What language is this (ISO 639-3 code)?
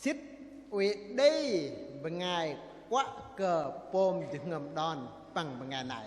bdq